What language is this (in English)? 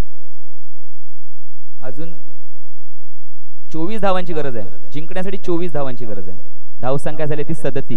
Marathi